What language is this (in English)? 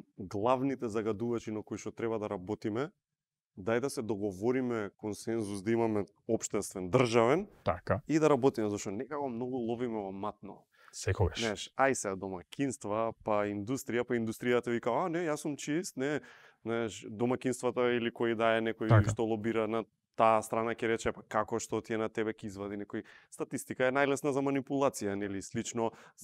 Macedonian